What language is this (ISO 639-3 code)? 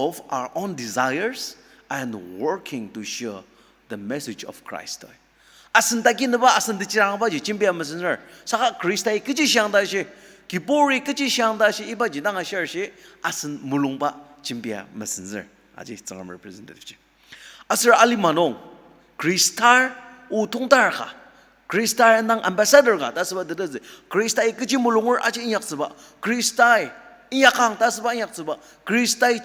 njo